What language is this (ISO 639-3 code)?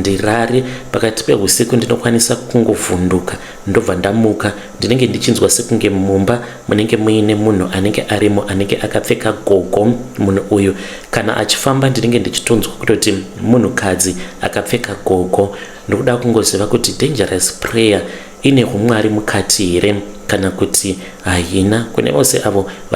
sna